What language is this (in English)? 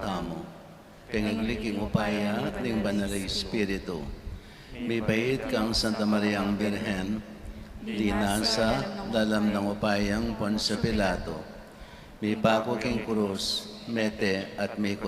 Pampanga